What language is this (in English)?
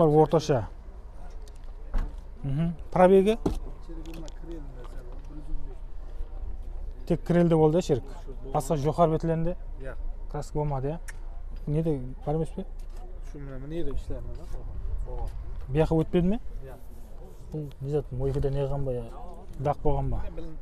Kazakh